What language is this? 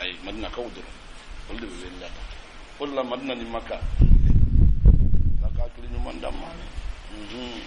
Bambara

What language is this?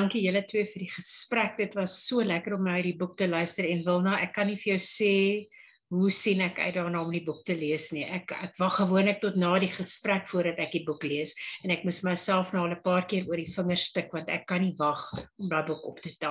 Afrikaans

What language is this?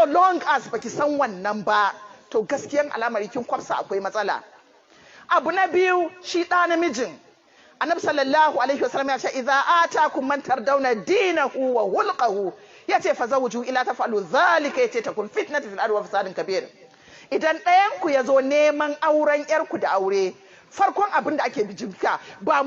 Hausa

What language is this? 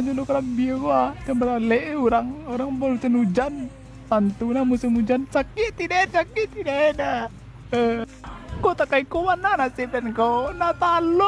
Minangkabau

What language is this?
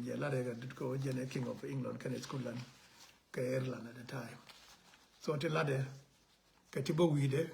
Nuer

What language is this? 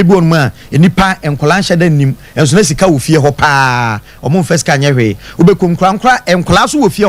Akan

